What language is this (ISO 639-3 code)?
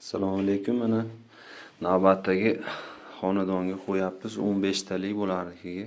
uzb